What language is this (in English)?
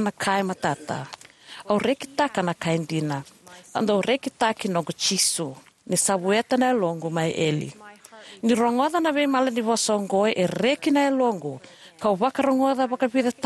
Fijian